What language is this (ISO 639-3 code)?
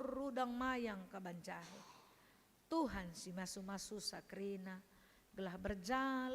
btx